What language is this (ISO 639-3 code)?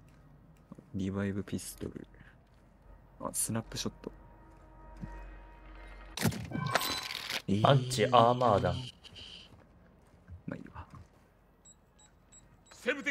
jpn